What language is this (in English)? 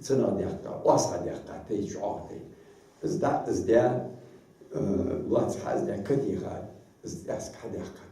Ingush